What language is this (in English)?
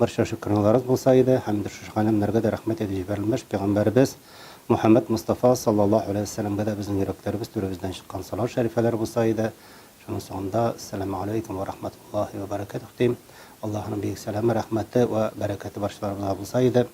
Tatar